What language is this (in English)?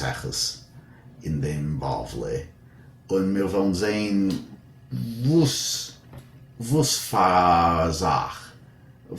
Yiddish